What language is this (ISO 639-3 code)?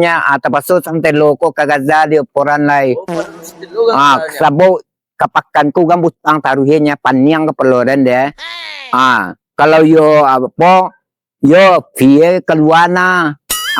min